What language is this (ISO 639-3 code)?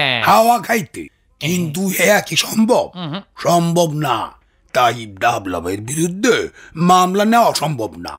ben